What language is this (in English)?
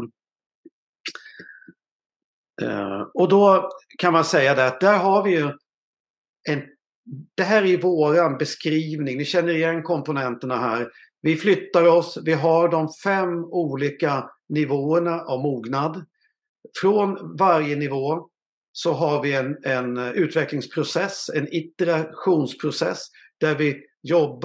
Swedish